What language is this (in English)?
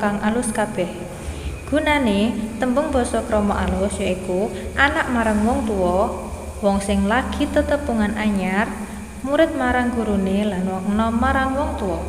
Javanese